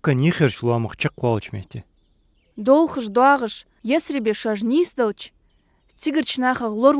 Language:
Ingush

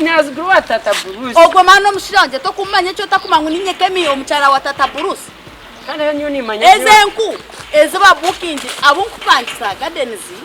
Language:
Nyankole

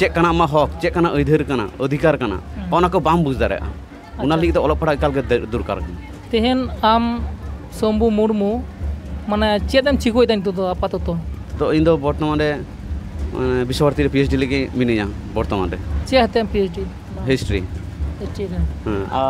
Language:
Santali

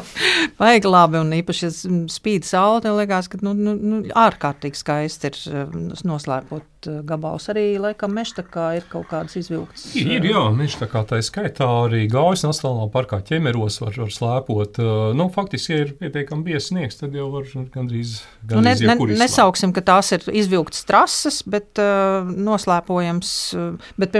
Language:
Latvian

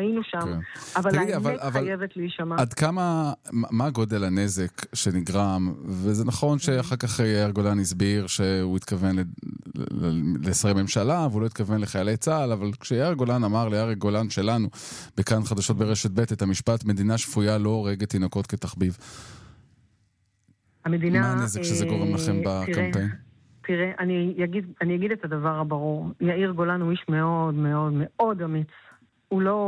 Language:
Hebrew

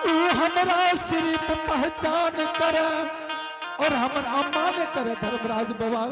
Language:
Angika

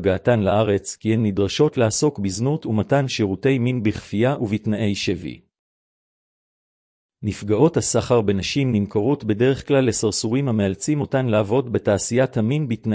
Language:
Hebrew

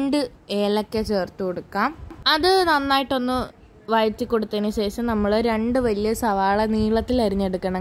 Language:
Malayalam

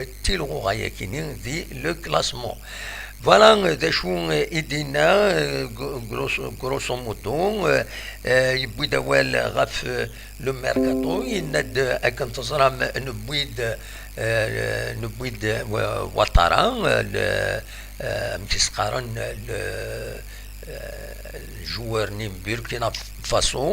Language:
Kabyle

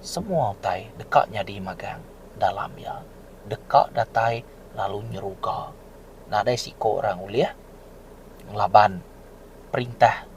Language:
Iban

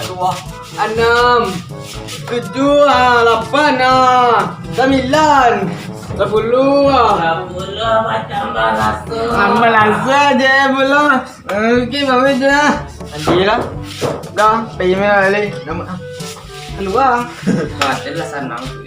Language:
Minangkabau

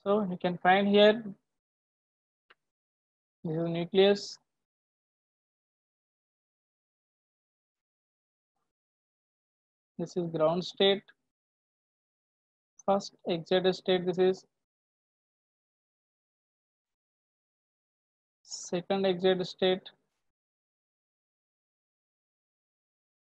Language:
English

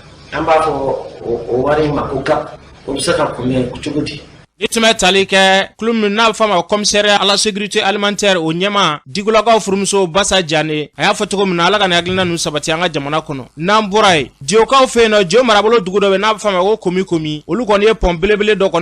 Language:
Bambara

